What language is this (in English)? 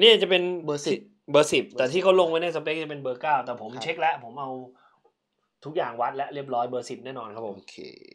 Thai